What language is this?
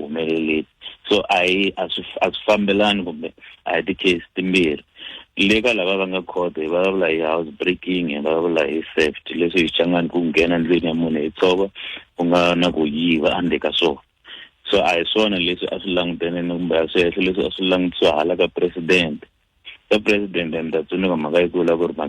Tsonga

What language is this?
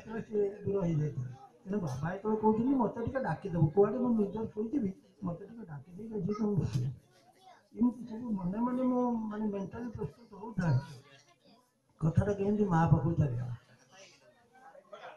Odia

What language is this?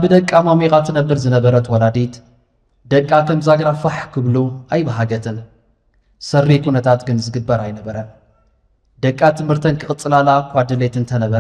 Tigrinya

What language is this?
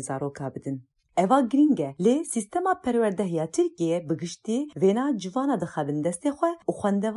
Kurdish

